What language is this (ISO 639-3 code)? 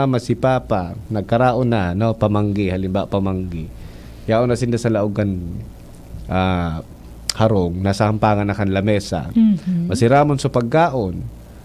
bik